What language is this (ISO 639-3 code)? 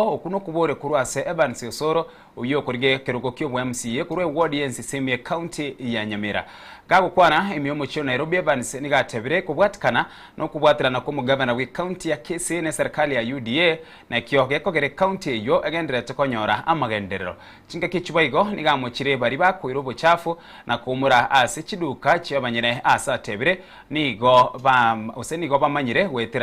guz